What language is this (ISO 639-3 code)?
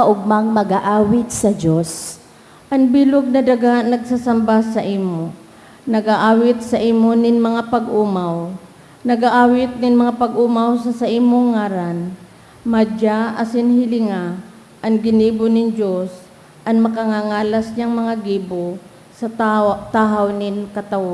bik